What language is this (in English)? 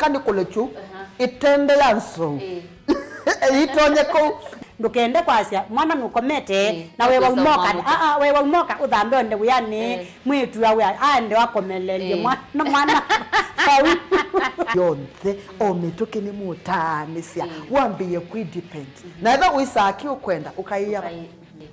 Kamba